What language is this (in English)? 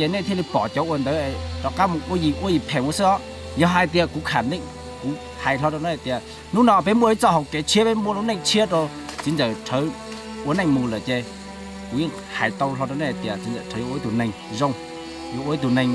Hmong